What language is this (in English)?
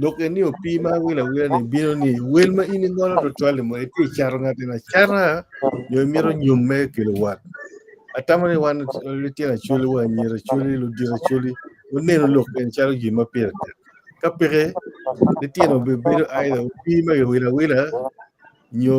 Acoli